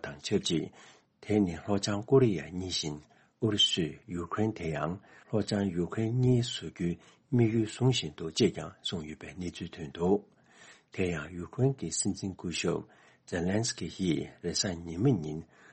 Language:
Tibetan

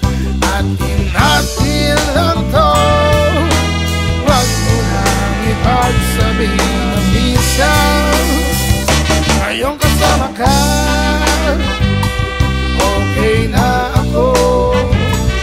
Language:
Filipino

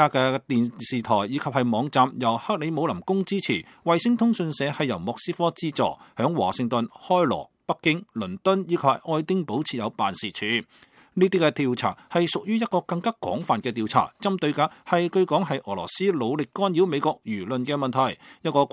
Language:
Cantonese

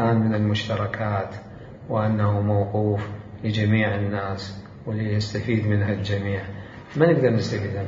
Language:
Mesopotamian Arabic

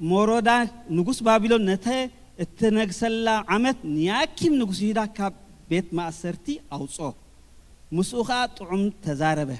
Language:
Tigrinya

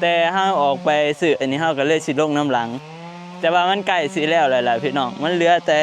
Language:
Northeastern Thai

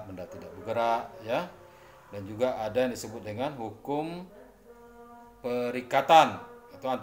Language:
Indonesian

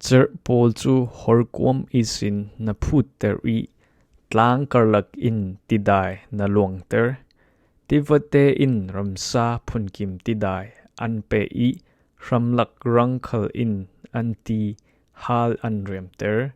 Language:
Falam Chin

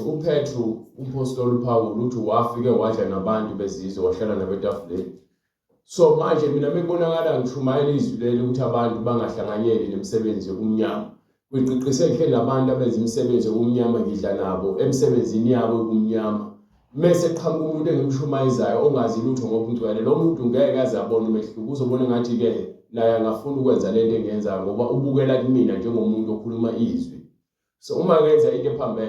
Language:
Zulu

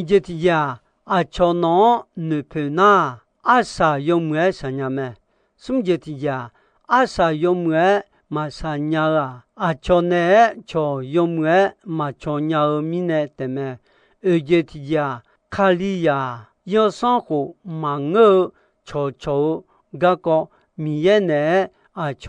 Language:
Akha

